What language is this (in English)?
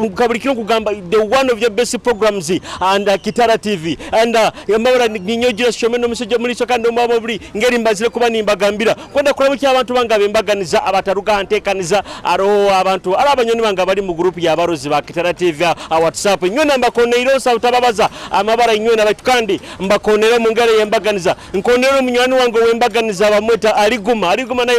Nyoro